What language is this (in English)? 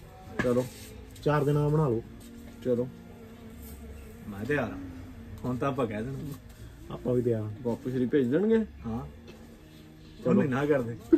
Punjabi